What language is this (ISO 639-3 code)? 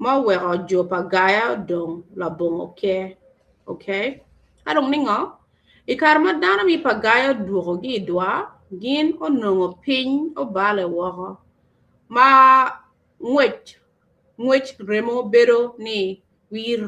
ach